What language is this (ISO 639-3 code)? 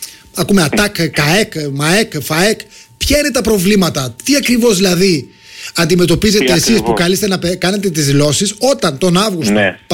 ell